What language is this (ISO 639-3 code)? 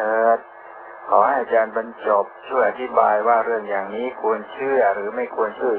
tha